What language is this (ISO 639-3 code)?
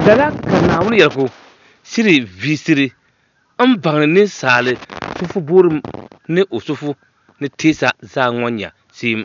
dag